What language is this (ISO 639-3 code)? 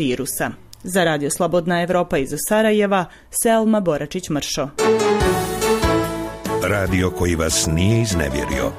bos